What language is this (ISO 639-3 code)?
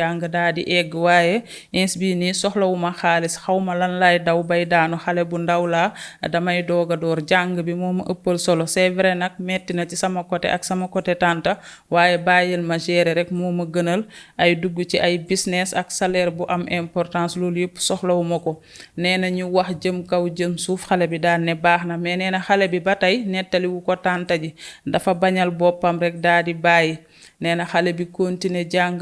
wol